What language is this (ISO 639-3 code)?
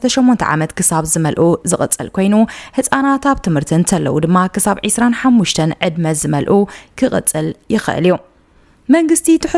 tir